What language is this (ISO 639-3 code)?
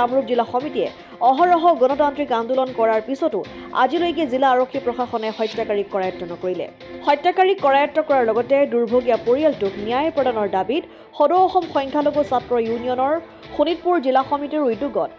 asm